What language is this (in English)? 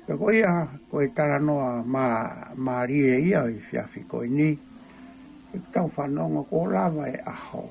Tongan